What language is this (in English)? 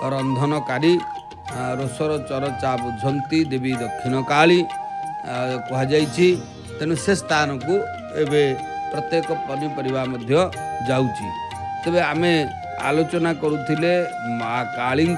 Odia